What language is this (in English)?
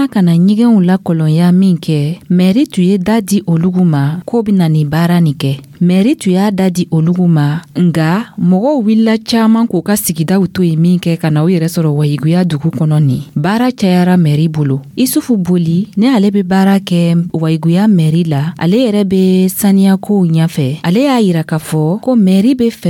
Dyula